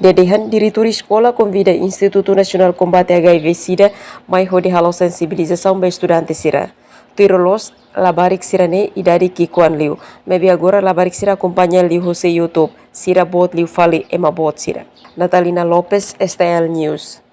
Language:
Tetum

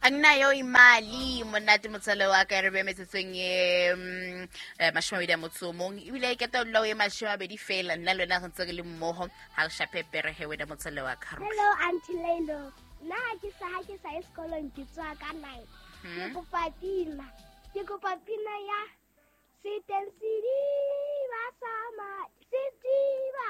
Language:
Southern Sotho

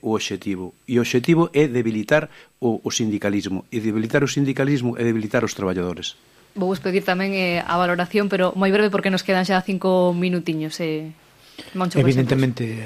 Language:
Galician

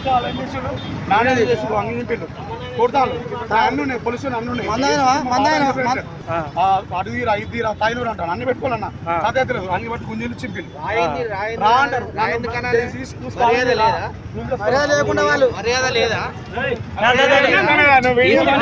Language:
Telugu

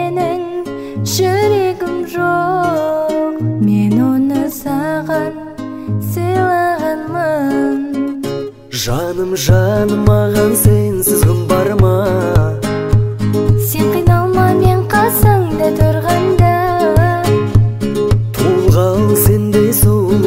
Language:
Kazakh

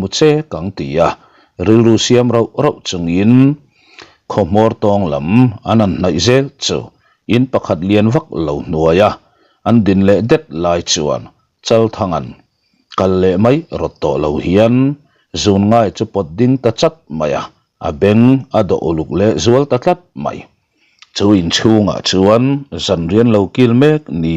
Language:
Mizo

